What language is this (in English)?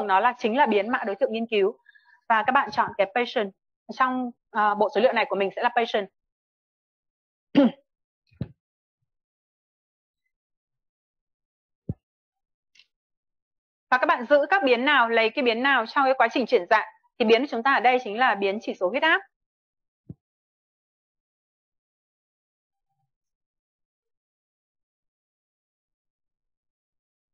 Vietnamese